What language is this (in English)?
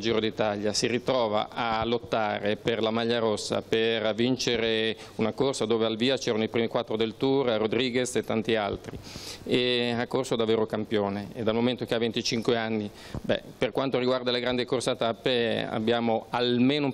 Italian